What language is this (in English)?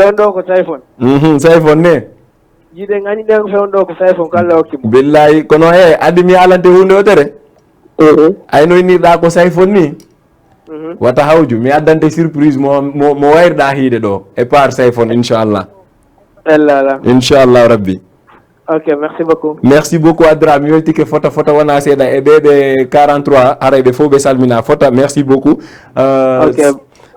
Fula